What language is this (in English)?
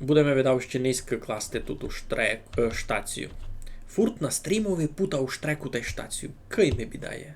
Rusyn